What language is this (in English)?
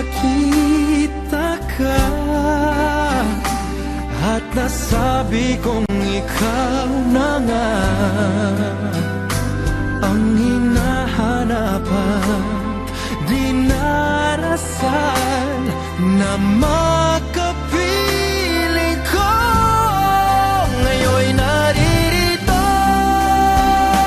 Filipino